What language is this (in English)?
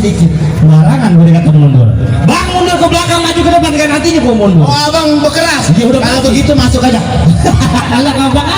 Betawi